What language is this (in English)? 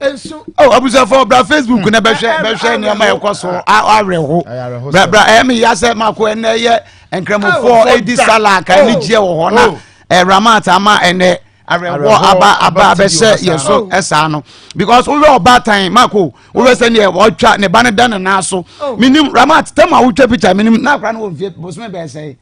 Akan